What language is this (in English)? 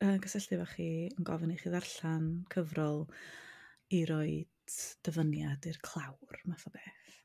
Welsh